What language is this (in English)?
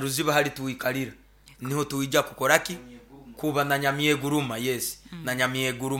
Nyoro